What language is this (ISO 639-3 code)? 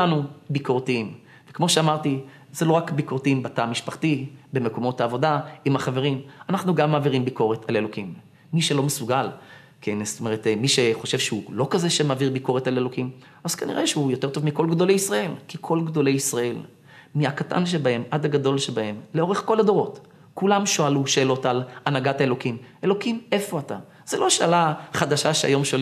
heb